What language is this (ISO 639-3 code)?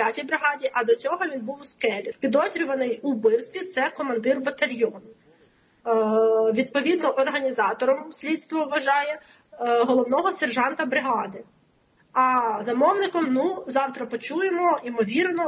ukr